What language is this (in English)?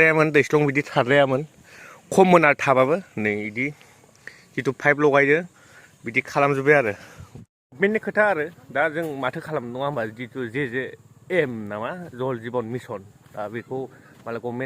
Bodo